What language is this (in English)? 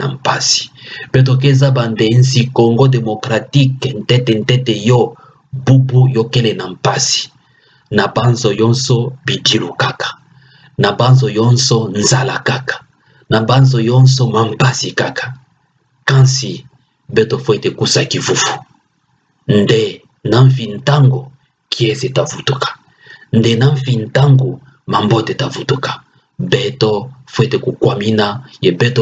Kituba (Democratic Republic of Congo)